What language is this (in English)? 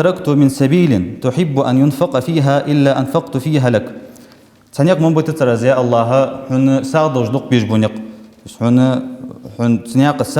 Ingush